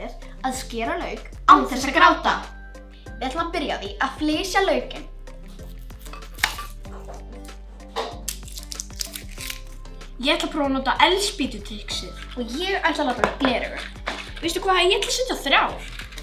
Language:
Icelandic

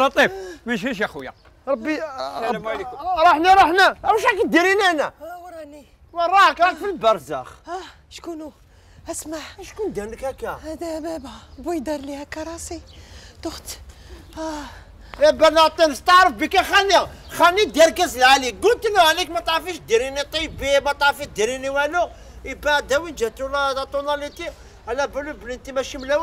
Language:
Algerian Arabic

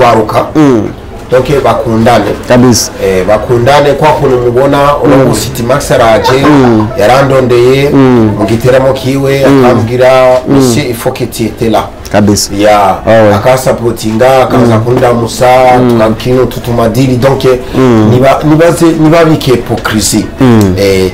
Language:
Rundi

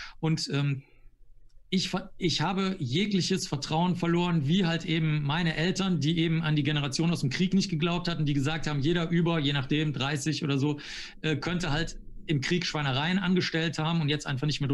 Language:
German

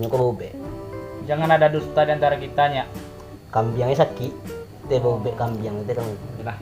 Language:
Minangkabau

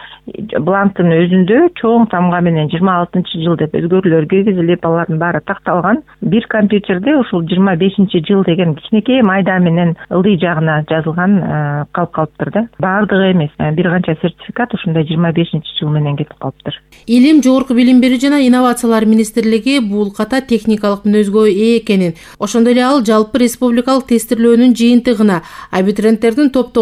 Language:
Kyrgyz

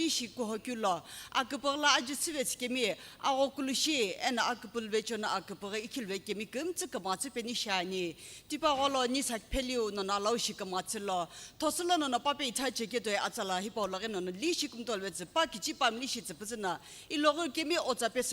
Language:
Sumi Naga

